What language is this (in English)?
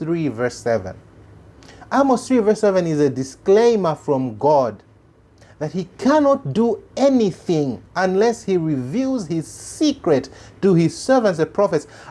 English